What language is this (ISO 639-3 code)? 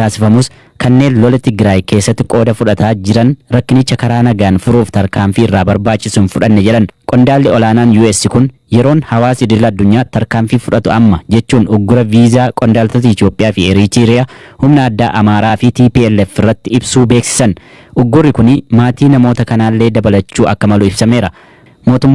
orm